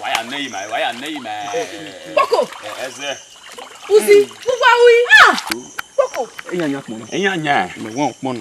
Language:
Bini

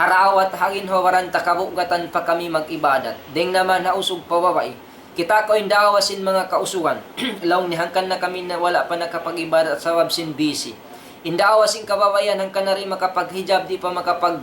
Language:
Tausug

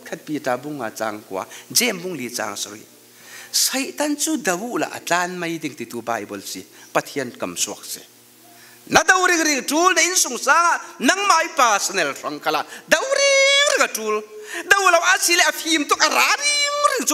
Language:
Falam Chin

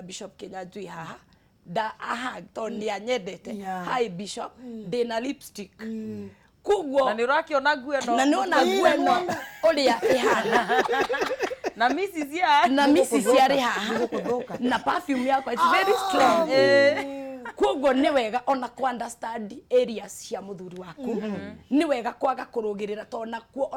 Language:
Kikuyu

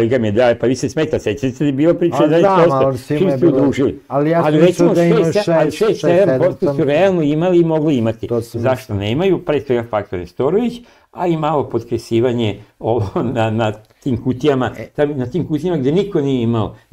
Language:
Serbian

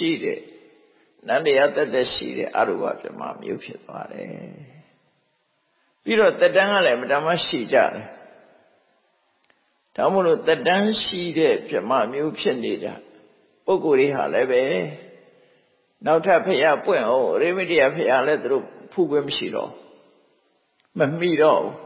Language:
Burmese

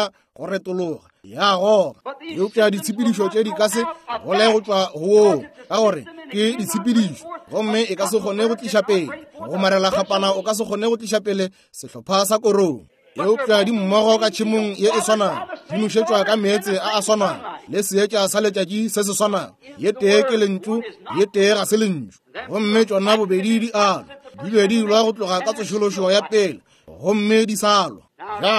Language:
Northern Sotho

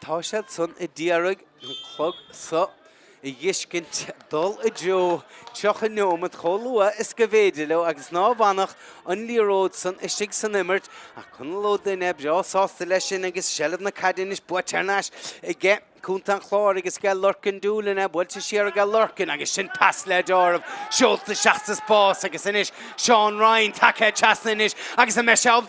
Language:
Irish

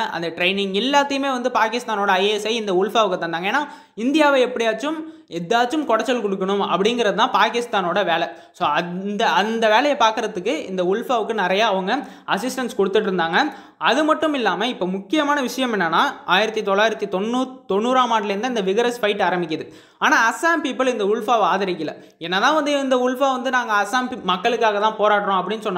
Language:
Tamil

